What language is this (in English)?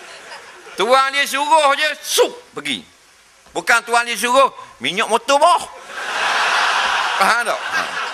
Malay